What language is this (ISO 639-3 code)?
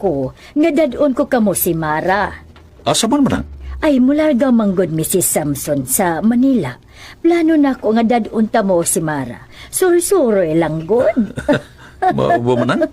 ceb